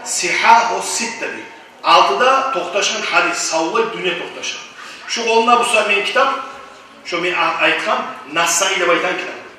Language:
Kumyk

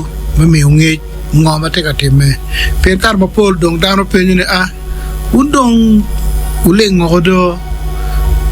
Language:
Acoli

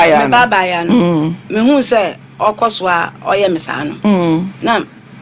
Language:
Akan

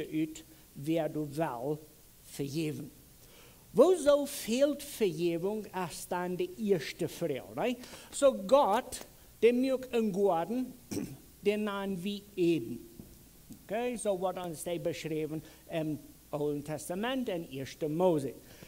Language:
Plautdietsch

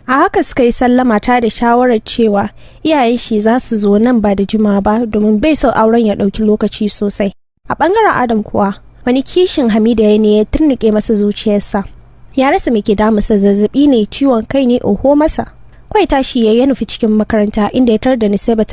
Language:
Hausa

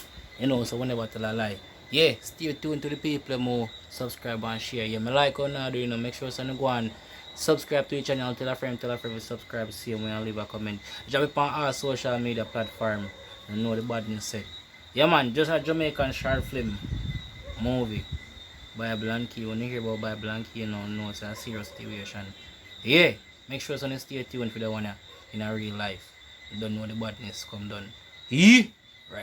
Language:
Jamaican Creole English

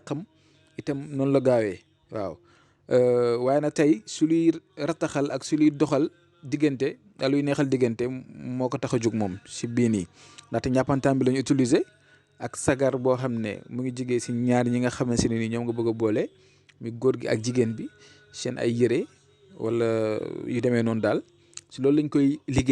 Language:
Wolof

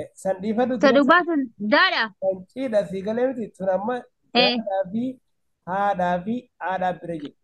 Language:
Oromo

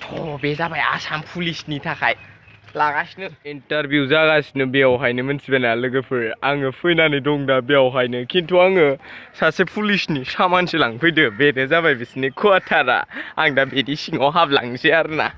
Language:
Bodo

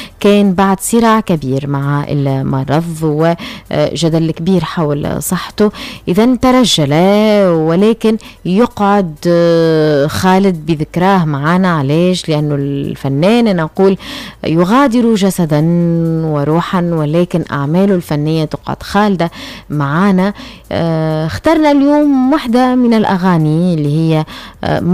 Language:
Tunisian Arabic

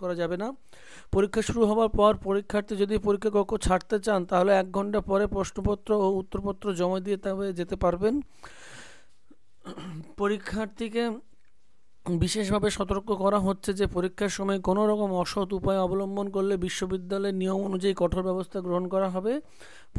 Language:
Bangla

